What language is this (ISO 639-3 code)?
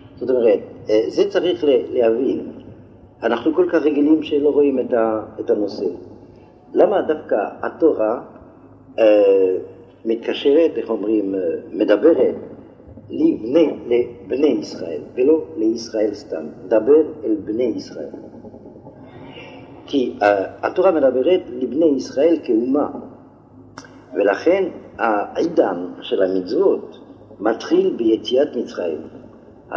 heb